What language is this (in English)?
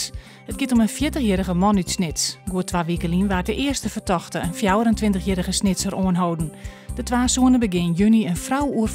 Western Frisian